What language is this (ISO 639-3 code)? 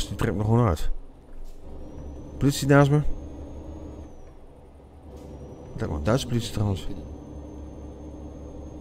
nld